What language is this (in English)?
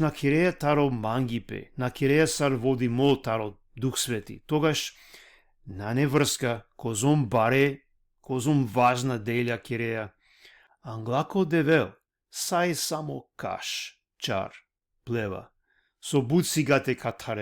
Balkan Romani